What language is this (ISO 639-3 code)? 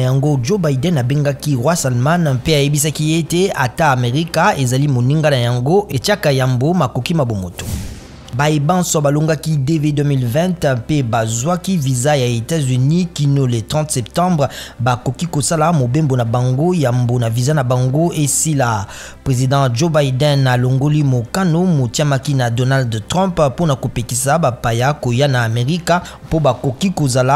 lin